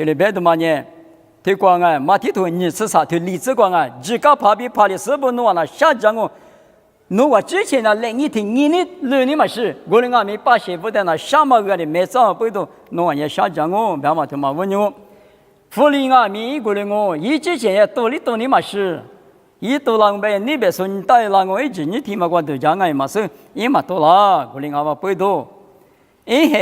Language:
Lisu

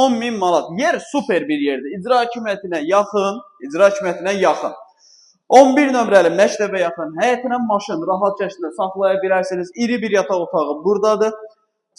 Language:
Azerbaijani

